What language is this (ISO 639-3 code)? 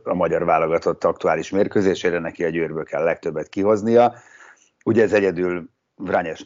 hun